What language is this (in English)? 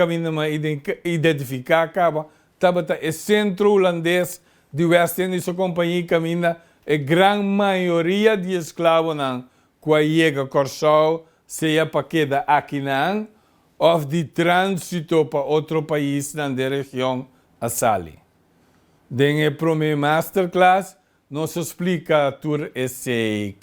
Papiamento